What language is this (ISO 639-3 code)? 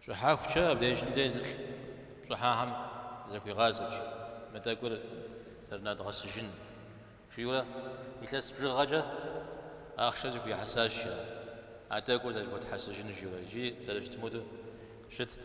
kbd